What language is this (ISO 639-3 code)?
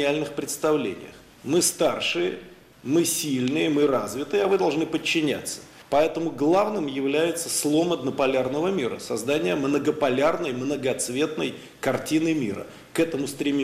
rus